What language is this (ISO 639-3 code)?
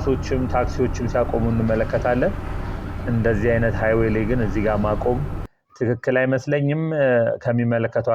amh